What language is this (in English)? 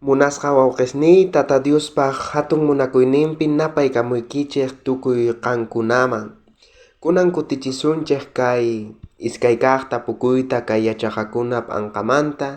South Bolivian Quechua